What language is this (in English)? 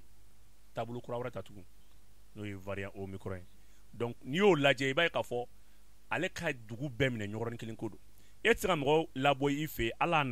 Bambara